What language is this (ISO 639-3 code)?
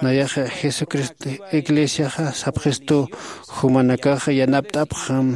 aym